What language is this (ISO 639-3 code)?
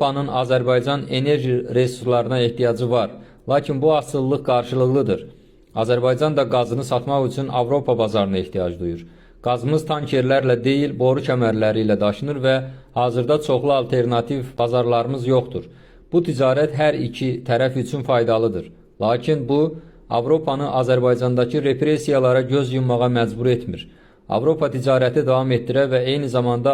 aze